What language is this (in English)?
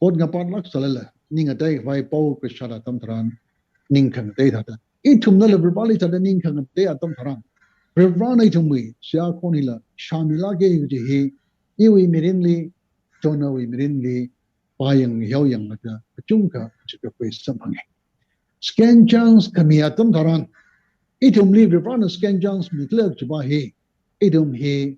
Tangkhul Naga (India)